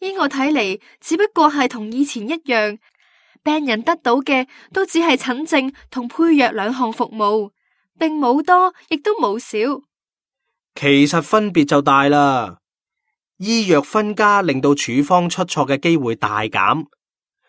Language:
Cantonese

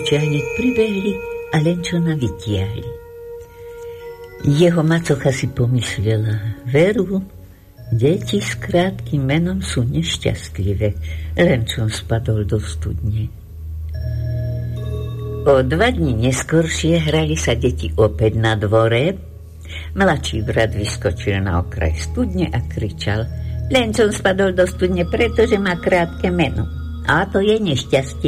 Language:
Slovak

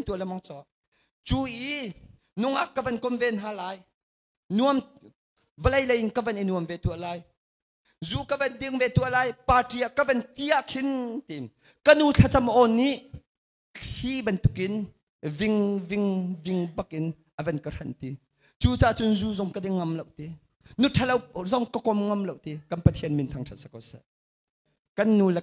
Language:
Hakha Chin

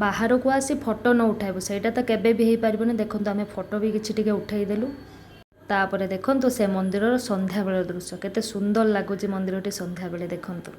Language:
Odia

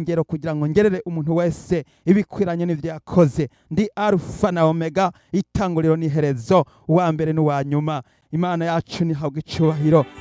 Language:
Rundi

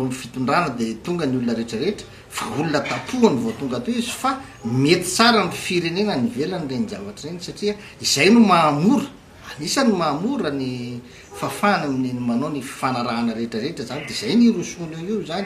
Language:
Malagasy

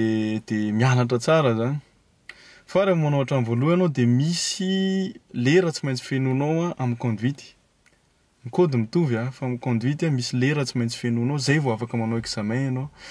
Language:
Malagasy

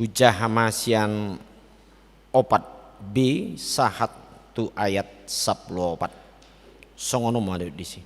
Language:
Batak Toba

